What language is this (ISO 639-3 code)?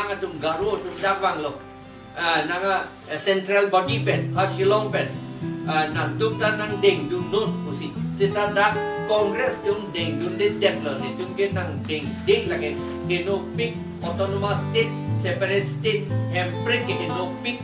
mjw